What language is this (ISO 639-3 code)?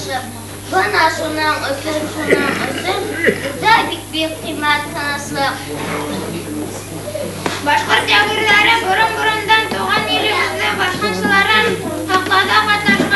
bak